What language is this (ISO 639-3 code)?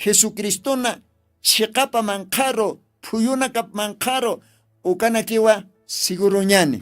aym